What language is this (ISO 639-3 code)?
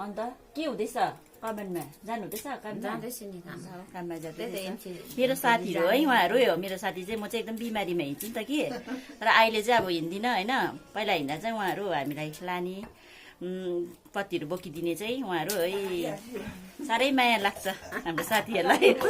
nep